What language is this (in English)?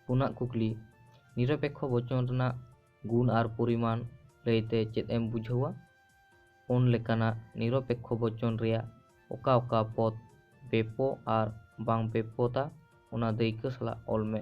Santali